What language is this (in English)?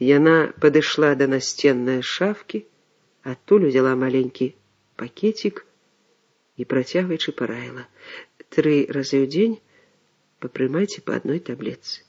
Belarusian